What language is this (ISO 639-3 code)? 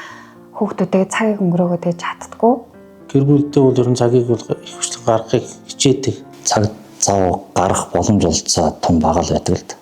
mon